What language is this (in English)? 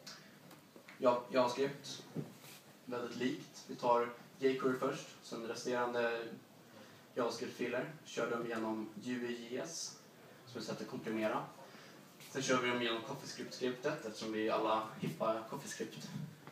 Swedish